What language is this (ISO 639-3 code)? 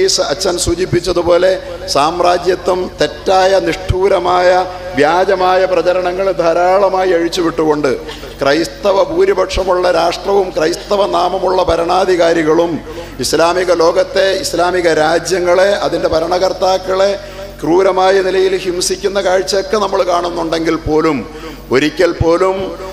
mal